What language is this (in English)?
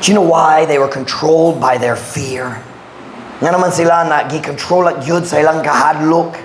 Cebuano